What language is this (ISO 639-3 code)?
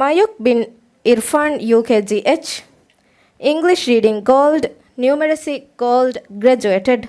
div